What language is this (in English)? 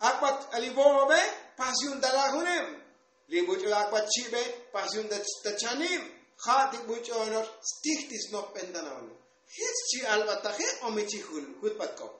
Tzotzil